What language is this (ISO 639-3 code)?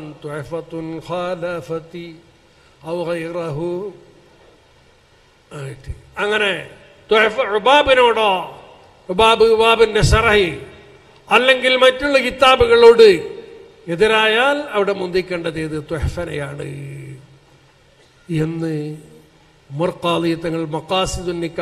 mal